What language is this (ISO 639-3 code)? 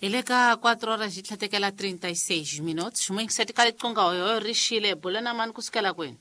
tso